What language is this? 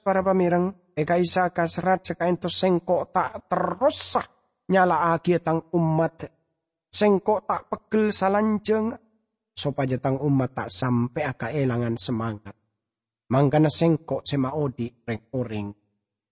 Madurese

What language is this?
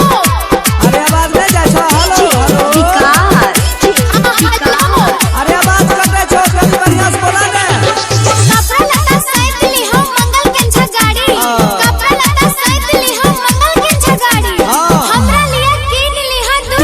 Maithili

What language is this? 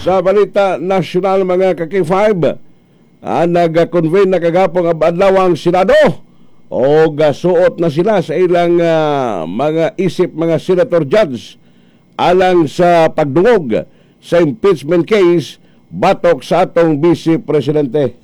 Cebuano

